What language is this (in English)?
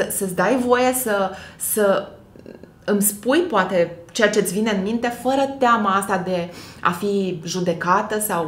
Romanian